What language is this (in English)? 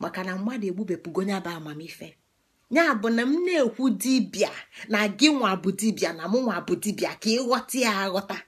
Igbo